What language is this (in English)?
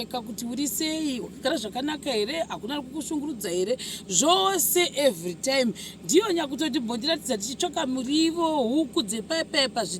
Shona